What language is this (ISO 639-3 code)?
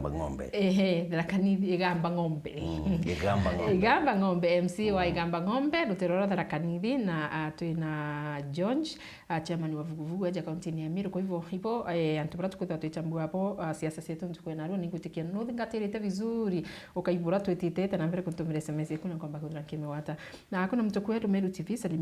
mer